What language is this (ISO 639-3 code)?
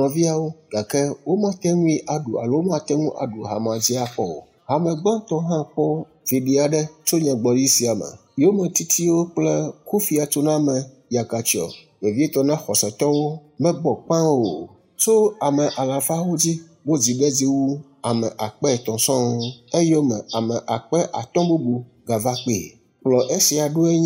ewe